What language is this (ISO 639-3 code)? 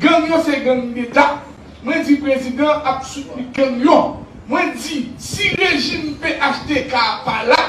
hat